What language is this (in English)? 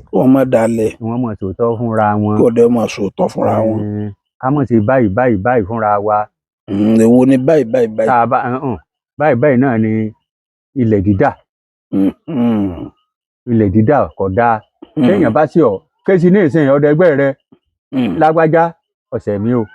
Yoruba